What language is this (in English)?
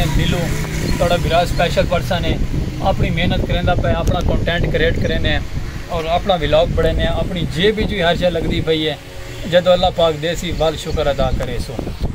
Saraiki